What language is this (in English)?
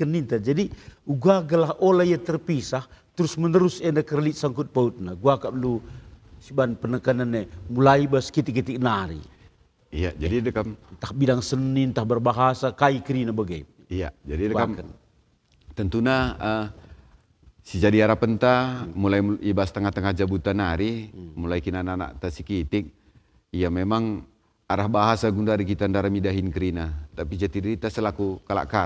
Batak Karo